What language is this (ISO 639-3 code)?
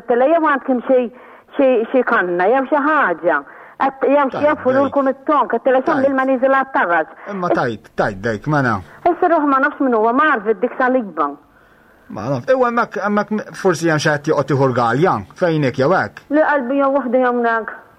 mlt